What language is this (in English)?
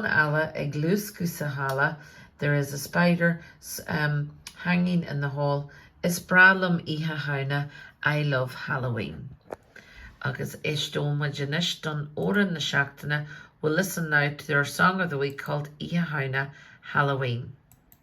Irish